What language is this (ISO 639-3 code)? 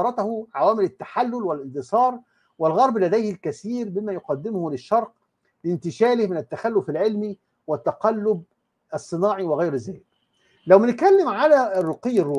arz